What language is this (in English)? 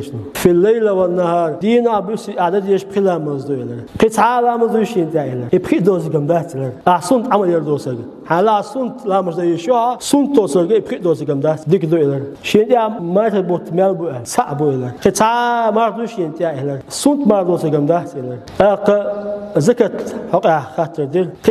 Chechen